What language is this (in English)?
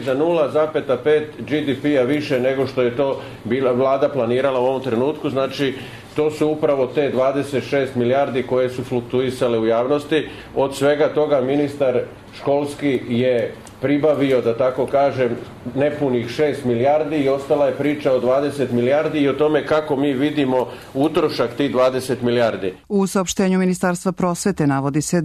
Serbian